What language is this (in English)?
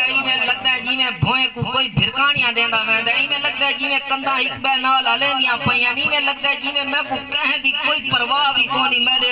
Saraiki